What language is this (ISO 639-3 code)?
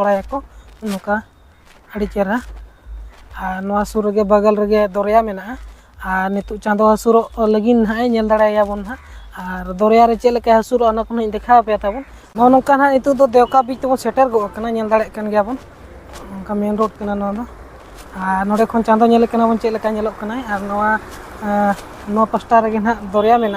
sat